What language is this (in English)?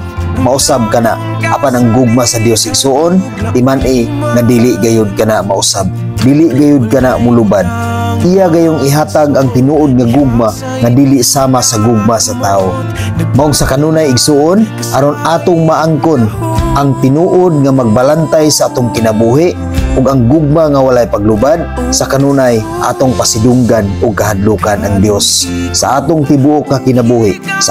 Cebuano